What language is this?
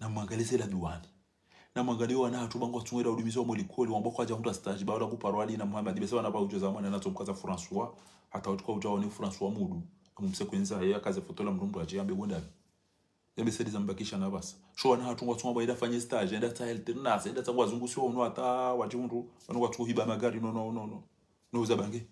Ngazidja Comorian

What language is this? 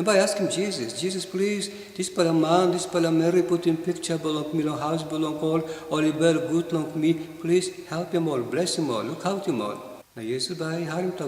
Tok Pisin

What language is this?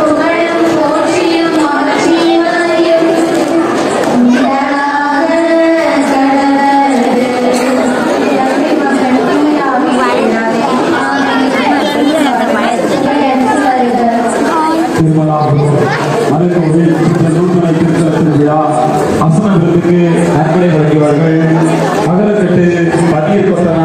Tamil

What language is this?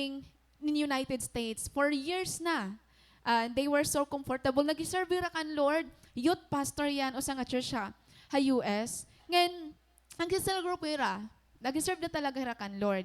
Waray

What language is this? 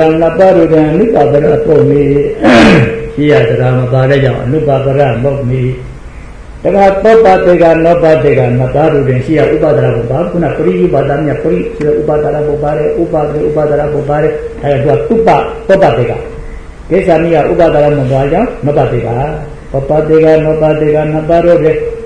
Burmese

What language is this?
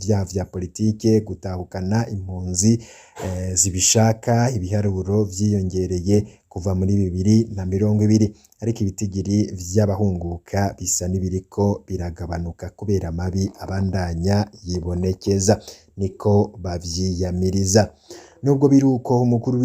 Rundi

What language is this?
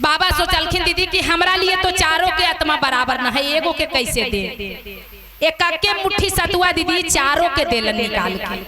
Magahi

